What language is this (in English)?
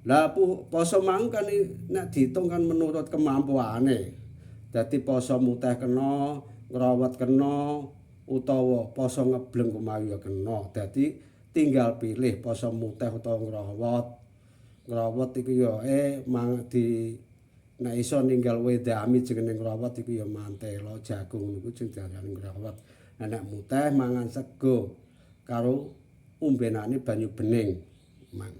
Javanese